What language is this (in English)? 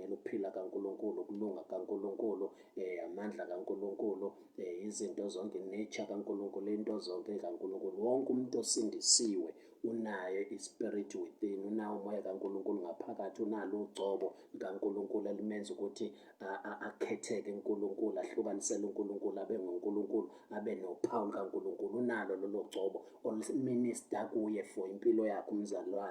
Zulu